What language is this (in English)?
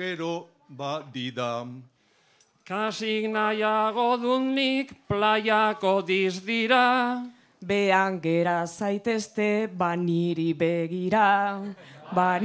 Basque